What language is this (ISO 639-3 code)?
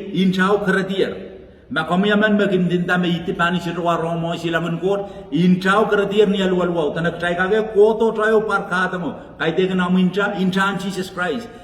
pon